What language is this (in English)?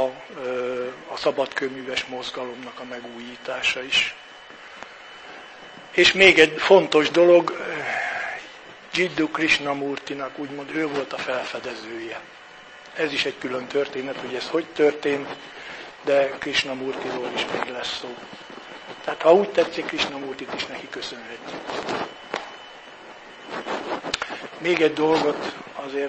Hungarian